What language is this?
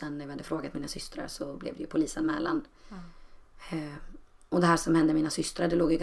Swedish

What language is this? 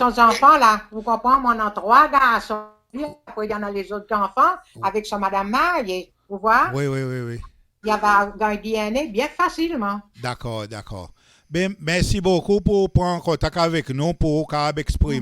Seselwa Creole French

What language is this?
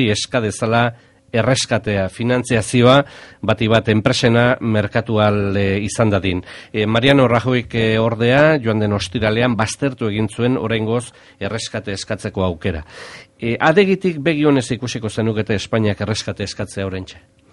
Basque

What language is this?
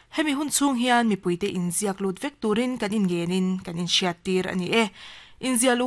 Mizo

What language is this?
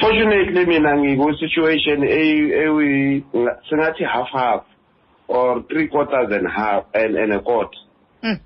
Xhosa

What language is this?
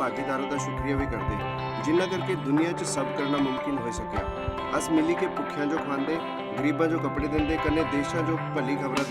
Dogri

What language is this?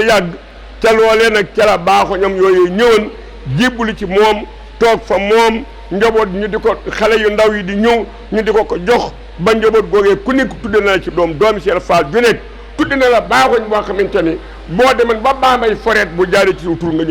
Wolof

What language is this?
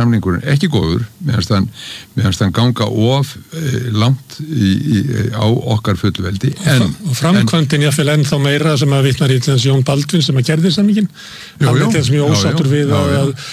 Icelandic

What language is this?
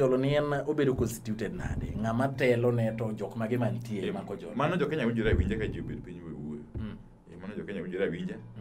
Luo (Kenya and Tanzania)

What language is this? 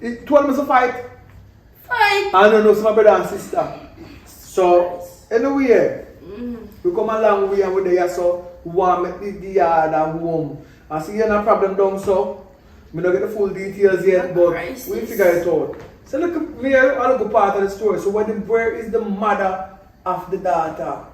Jamaican Creole English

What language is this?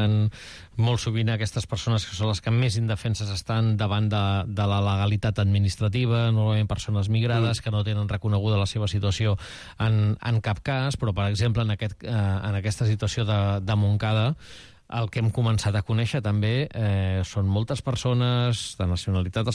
Catalan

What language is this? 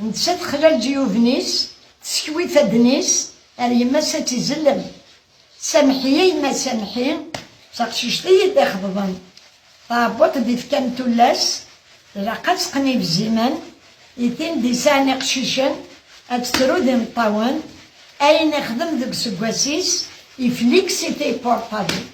Kabyle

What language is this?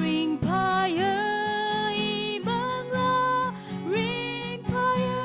Tangkhul Naga (India)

